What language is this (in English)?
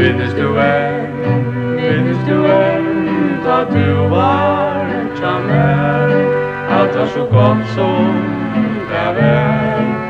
Faroese